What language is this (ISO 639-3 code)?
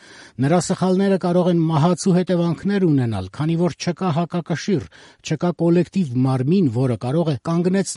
hye